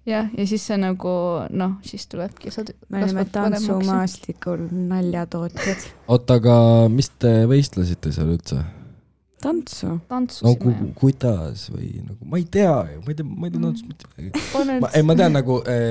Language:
Estonian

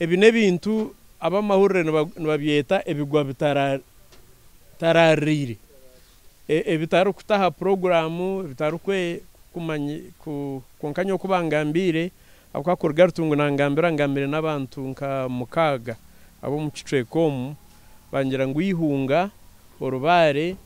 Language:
Nyankole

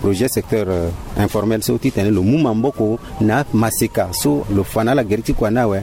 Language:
Sango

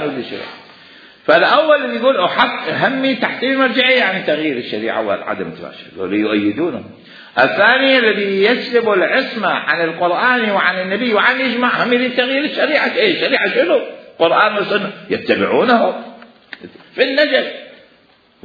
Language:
Mesopotamian Arabic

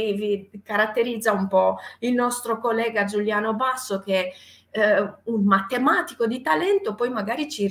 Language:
Italian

